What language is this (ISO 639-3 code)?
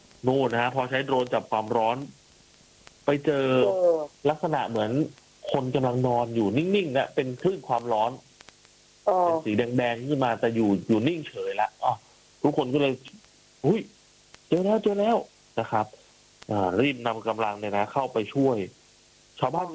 tha